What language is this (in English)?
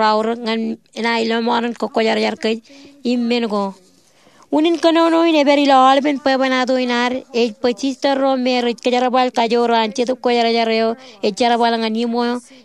Marshallese